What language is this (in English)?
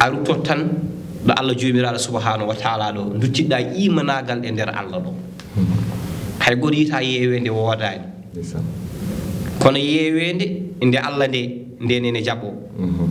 Fula